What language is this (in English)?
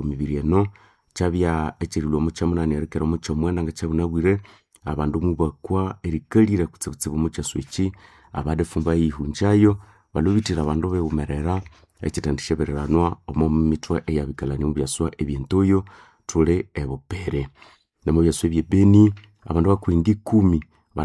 Nande